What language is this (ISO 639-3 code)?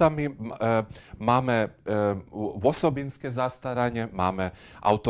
hsb